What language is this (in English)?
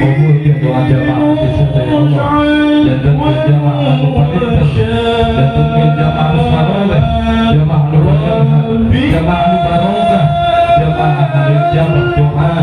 Sundanese